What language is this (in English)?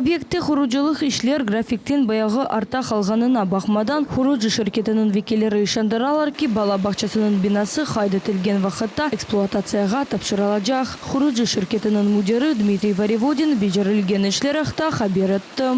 Crimean Tatar